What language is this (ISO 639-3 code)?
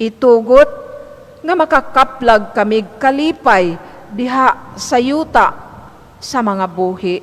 ceb